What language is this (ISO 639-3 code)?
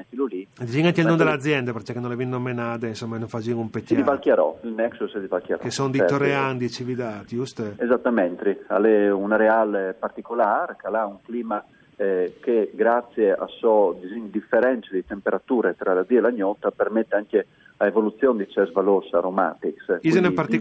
fur